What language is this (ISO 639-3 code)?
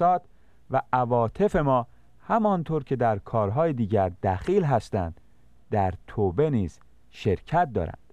fas